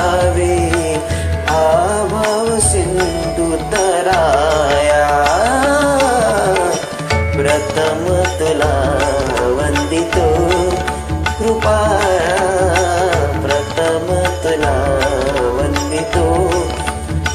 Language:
Marathi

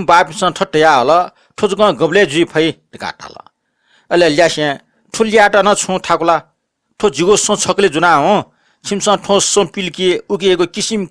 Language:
Newari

